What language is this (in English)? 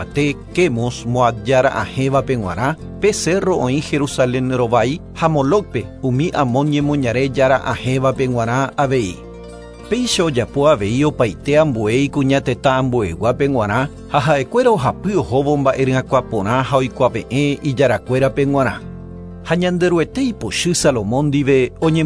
Guarani